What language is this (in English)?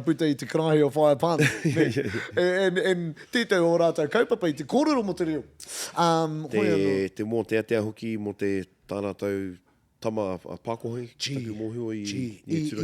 Māori